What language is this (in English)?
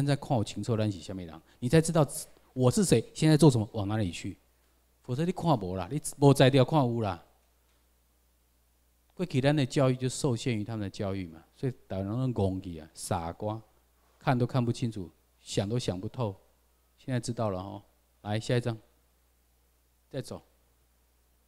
Chinese